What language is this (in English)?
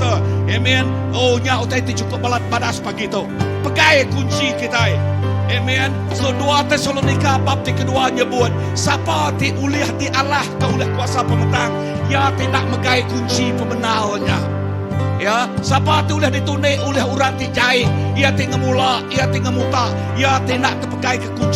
Iban